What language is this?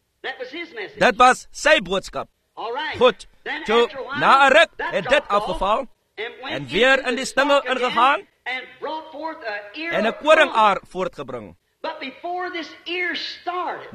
Afrikaans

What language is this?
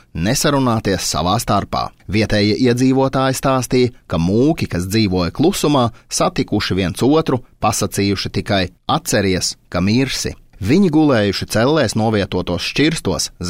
Latvian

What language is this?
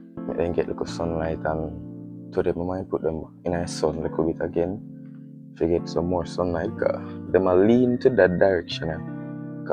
Jamaican Creole English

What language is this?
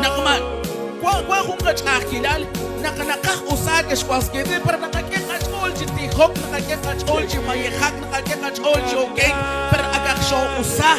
Kekchí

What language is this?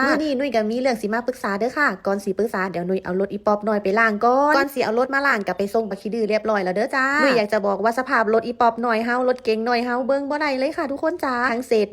Northeastern Thai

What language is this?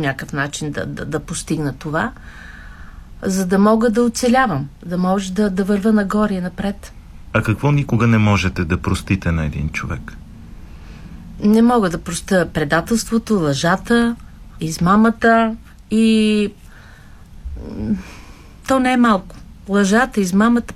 Bulgarian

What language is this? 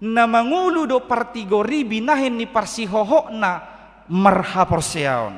Batak Toba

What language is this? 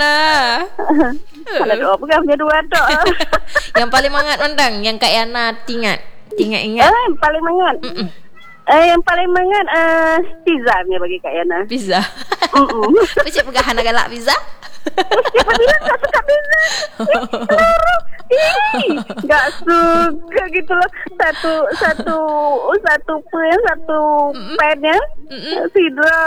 Malay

